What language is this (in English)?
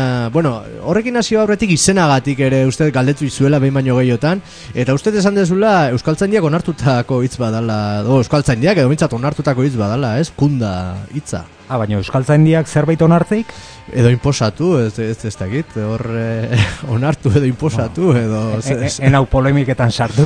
Basque